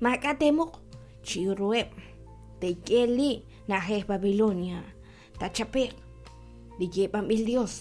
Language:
Kekchí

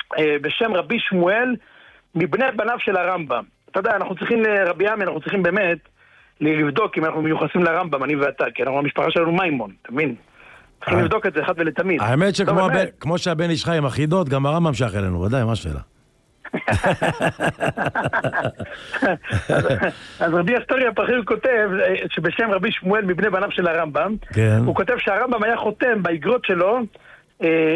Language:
Hebrew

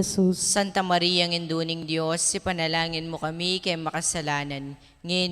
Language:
Pampanga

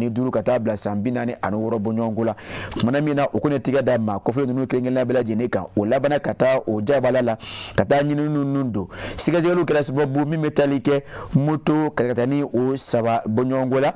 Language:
Bambara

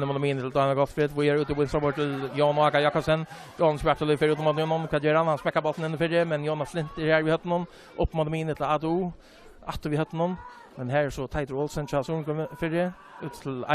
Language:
Faroese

